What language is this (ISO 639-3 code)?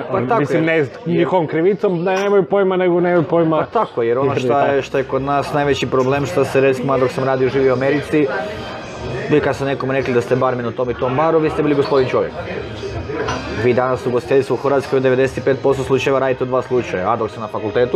hrv